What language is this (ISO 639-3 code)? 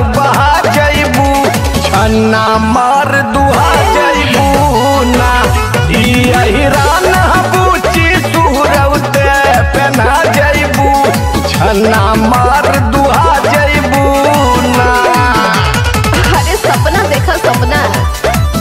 bho